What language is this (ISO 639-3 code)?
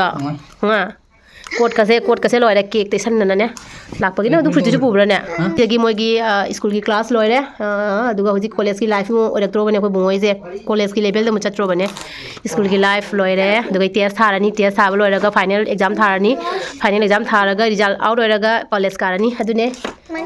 mni